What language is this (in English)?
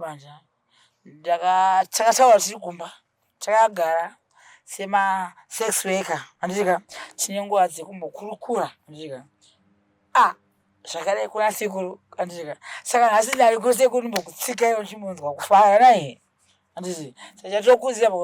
Shona